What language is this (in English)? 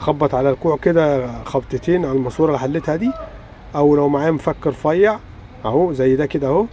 Egyptian Arabic